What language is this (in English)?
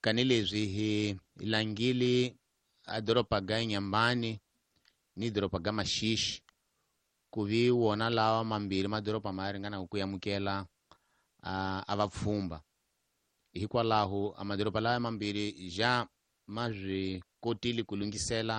Tsonga